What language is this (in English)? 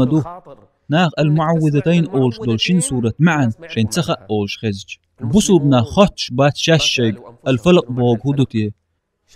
Chechen